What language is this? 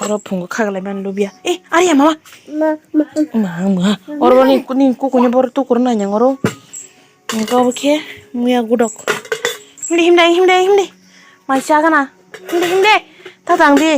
Kok Borok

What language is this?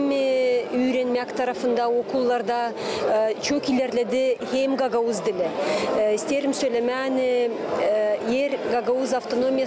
Gagauz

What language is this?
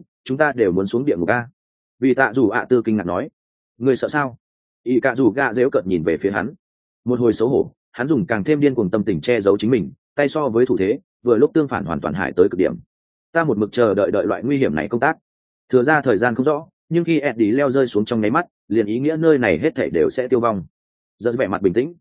Vietnamese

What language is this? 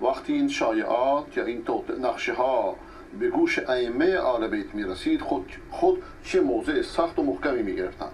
Persian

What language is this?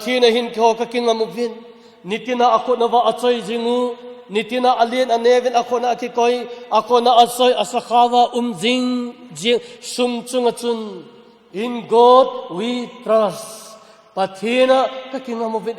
Thado Chin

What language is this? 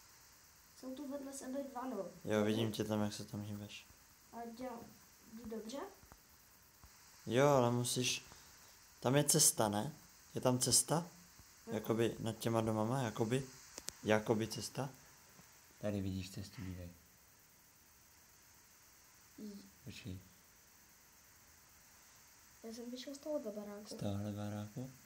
Czech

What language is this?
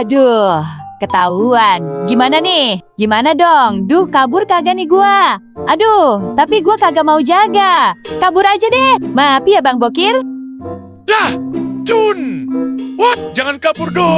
Betawi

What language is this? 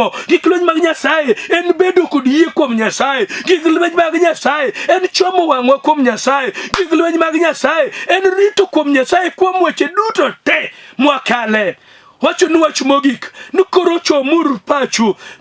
Luo (Kenya and Tanzania)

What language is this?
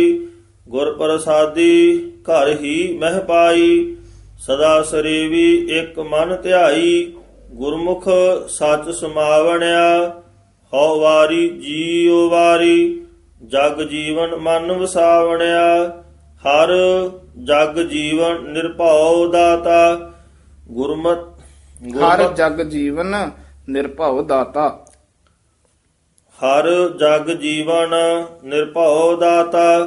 Punjabi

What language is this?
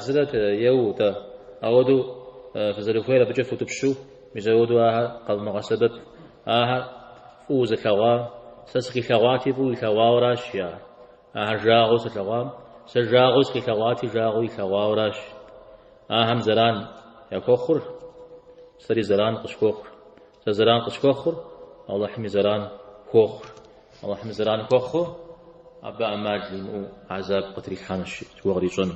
Kabardian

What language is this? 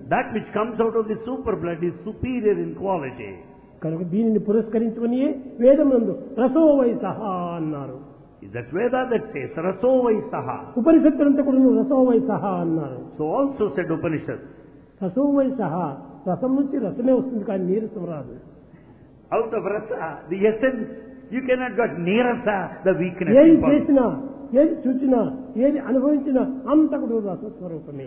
Telugu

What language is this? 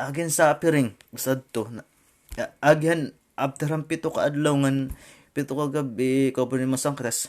Waray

